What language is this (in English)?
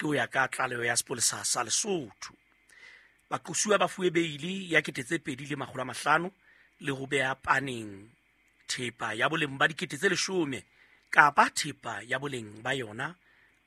Southern Sotho